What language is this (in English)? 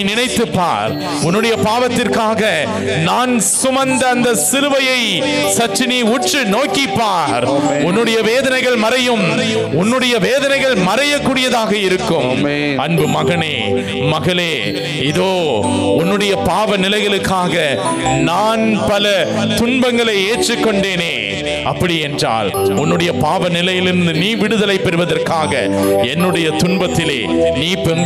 Tamil